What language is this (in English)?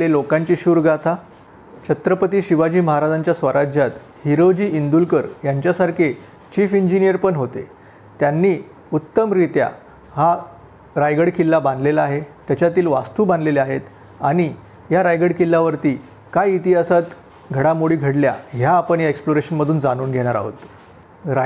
Marathi